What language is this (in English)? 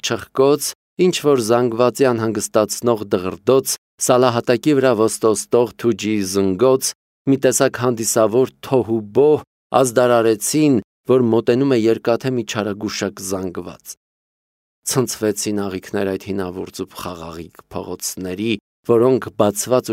Armenian